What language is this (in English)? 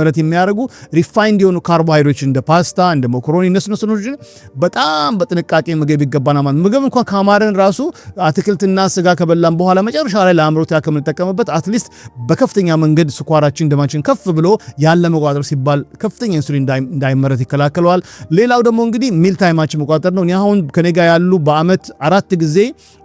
Amharic